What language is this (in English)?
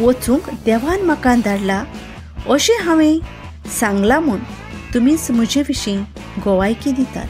Konkani